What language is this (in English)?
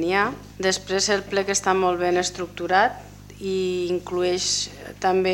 Catalan